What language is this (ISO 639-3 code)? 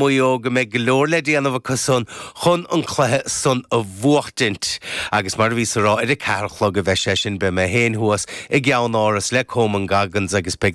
gle